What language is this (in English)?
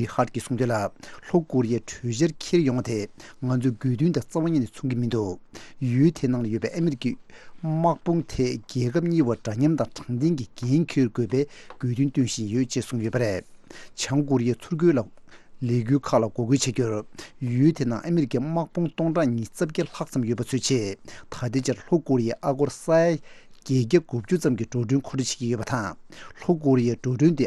Tibetan